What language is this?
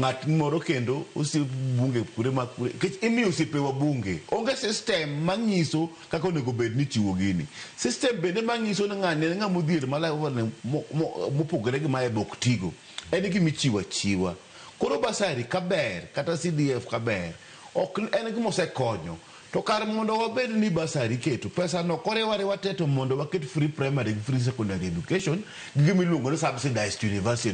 Luo (Kenya and Tanzania)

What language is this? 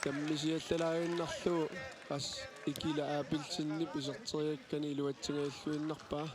Kalaallisut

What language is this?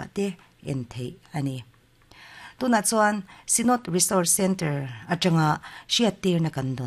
Mizo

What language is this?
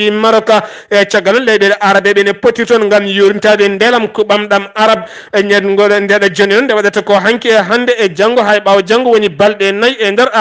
Fula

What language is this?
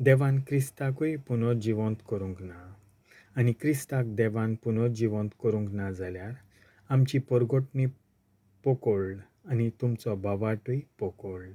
Konkani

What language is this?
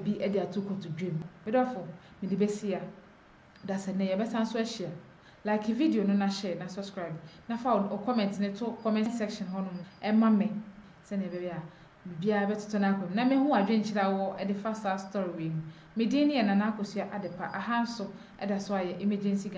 Akan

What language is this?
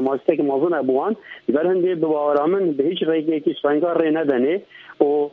Kurdish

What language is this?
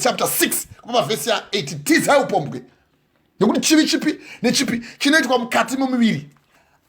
Shona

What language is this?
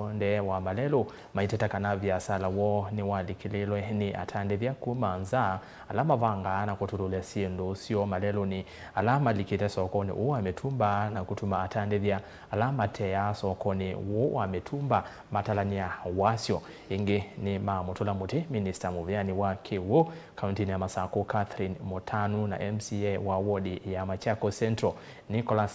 Kamba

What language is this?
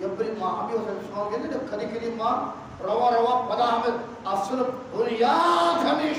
Eastern Balochi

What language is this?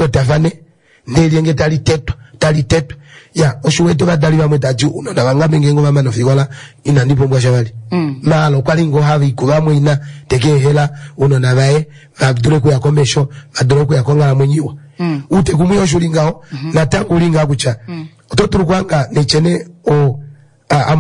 Kuanyama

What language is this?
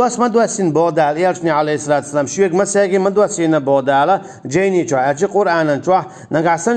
Chechen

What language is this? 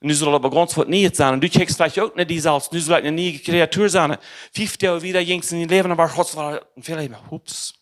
Plautdietsch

